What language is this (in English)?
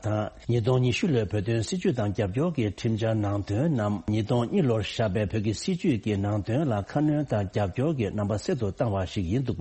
Tibetan